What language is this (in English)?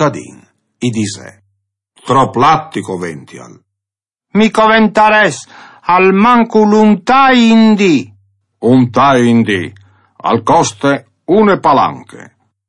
Friulian